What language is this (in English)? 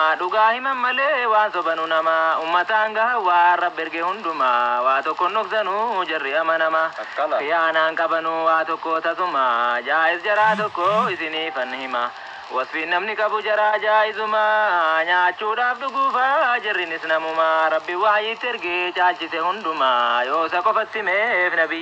Oromo